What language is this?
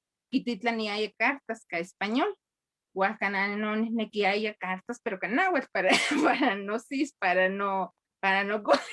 Eastern Huasteca Nahuatl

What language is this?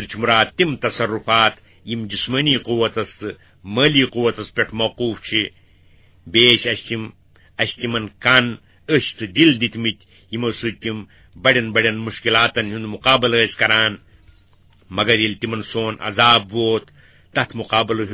Kashmiri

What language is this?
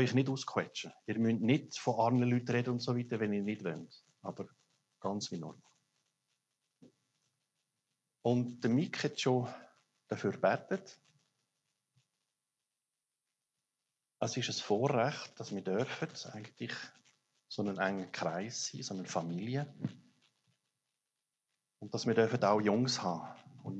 German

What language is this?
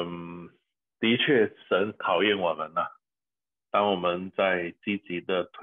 Chinese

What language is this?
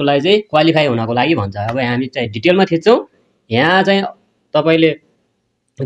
Nepali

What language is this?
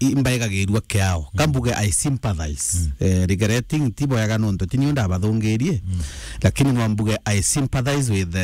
Meru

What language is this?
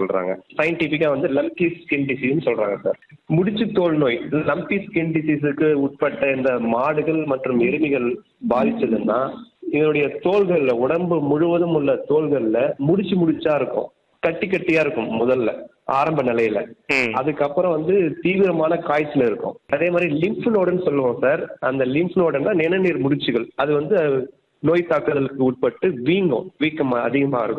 Tamil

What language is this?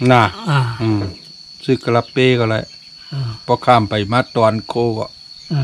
Shan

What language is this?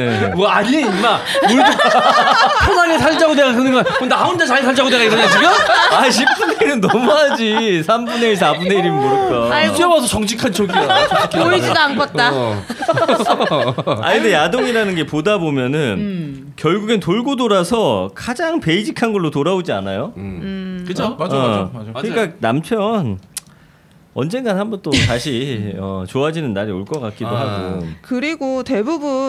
Korean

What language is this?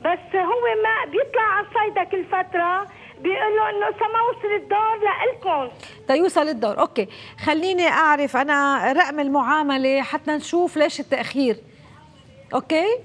North Levantine Arabic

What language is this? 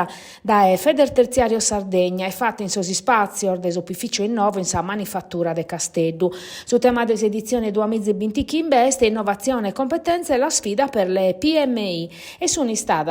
Sardinian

